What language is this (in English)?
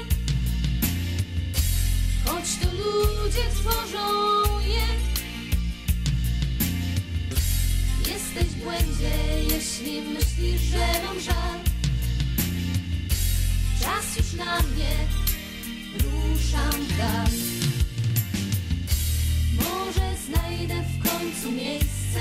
Polish